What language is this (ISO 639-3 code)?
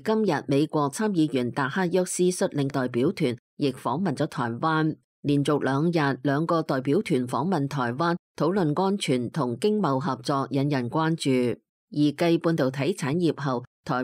yue